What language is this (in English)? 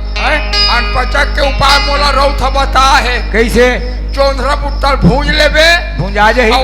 Chhattisgarhi